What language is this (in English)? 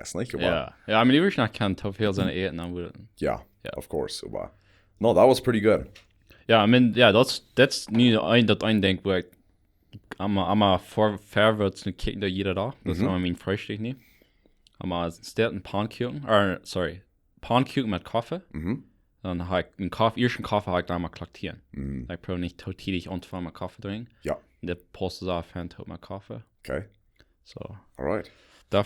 Plautdietsch